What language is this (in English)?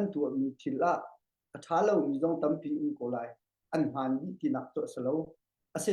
Hakha Chin